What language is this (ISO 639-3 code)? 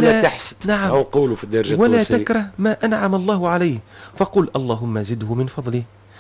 aeb